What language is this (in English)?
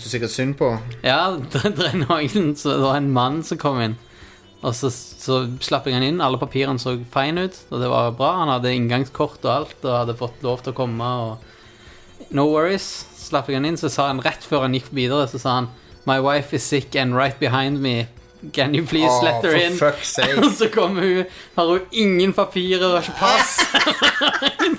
Norwegian